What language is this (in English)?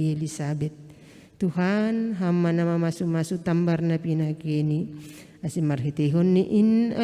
Batak Simalungun